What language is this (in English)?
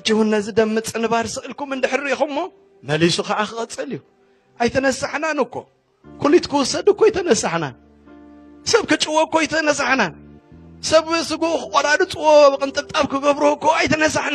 Tigrinya